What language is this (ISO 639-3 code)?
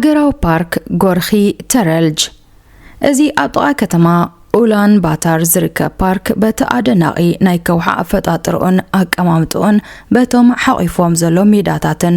tir